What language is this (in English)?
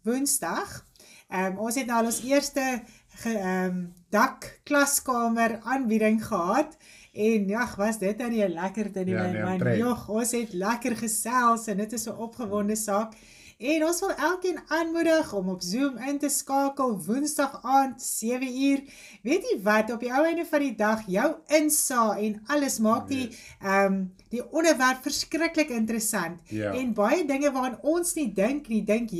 Afrikaans